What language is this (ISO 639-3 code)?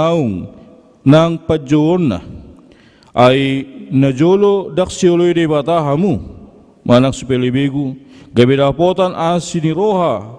bbc